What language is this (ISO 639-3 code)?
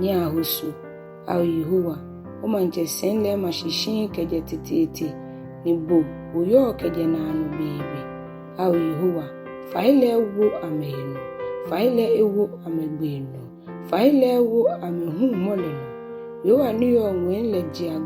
gaa